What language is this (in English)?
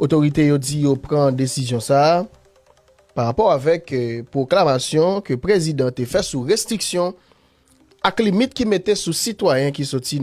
Haitian Creole